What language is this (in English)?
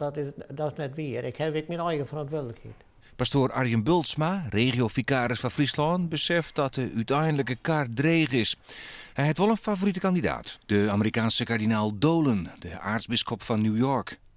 Western Frisian